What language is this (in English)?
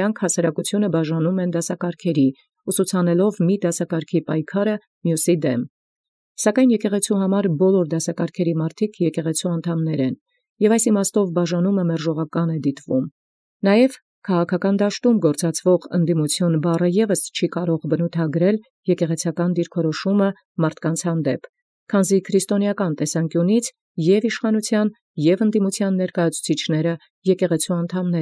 Armenian